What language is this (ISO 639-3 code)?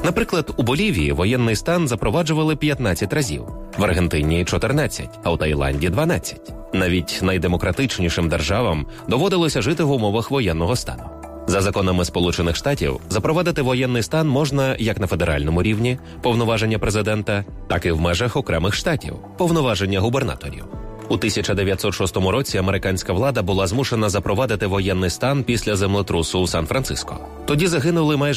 ukr